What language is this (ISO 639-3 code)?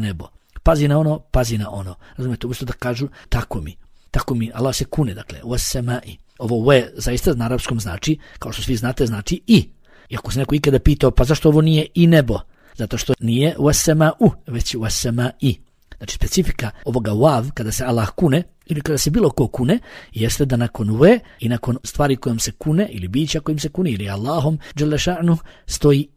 bos